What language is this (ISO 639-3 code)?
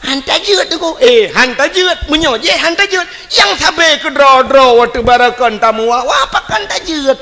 ace